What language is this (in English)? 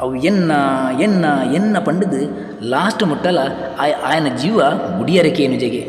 Tulu